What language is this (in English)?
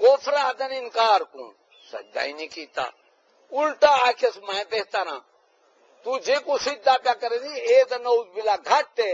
Saraiki